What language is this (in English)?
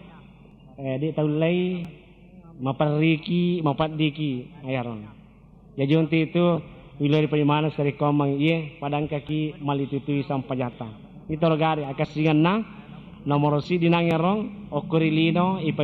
Buginese